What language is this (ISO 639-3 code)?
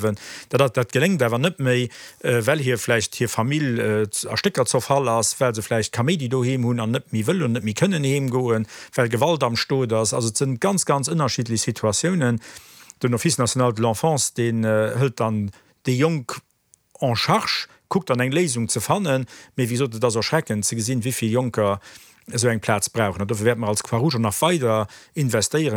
ltz